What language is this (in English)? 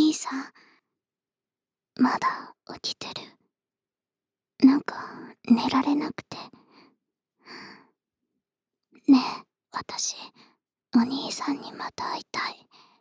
Japanese